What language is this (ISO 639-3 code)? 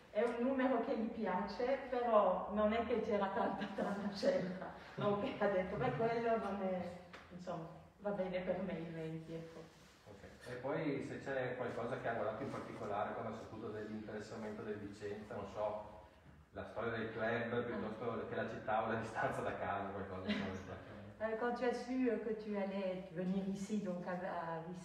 ita